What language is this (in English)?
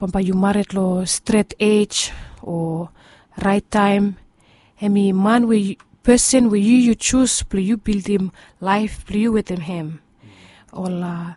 Bislama